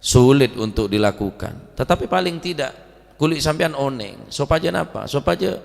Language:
Madurese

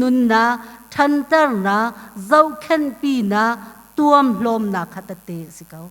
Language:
Hakha Chin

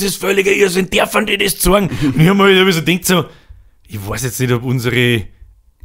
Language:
Bavarian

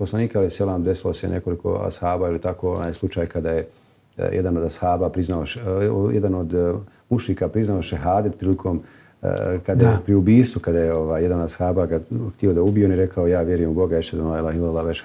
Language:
Bosnian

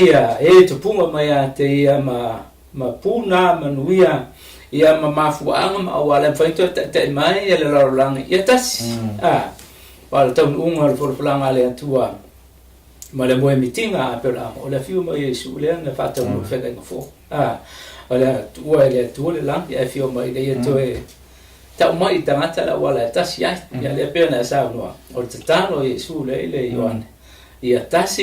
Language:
Samoan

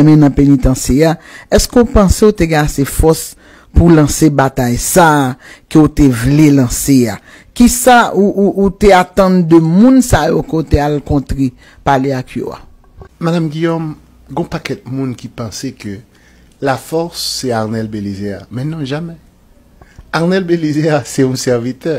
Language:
Haitian Creole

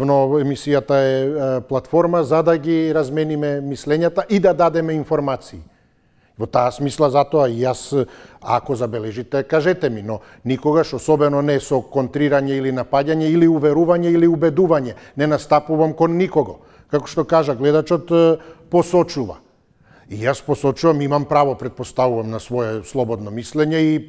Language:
Macedonian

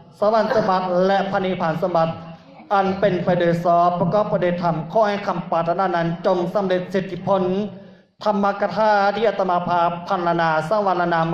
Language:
Lao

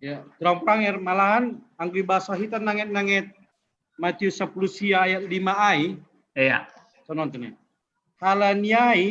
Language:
Batak Simalungun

